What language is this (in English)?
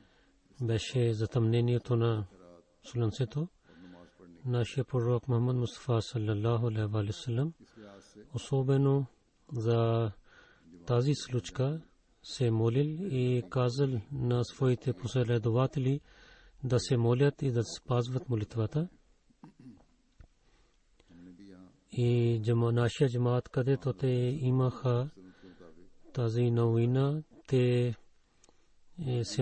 Bulgarian